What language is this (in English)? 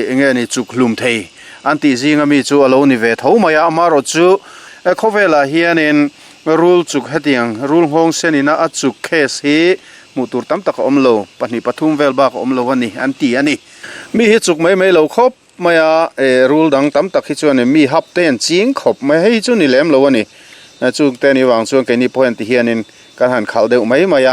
Mizo